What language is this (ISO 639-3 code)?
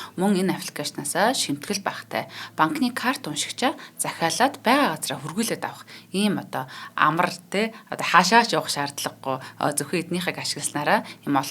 mon